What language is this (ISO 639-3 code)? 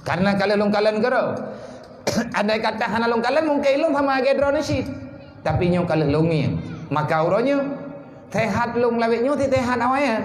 ace